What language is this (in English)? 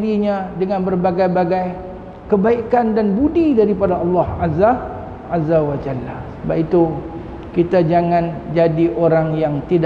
Malay